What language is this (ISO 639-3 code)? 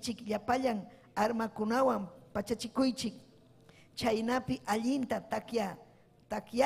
quy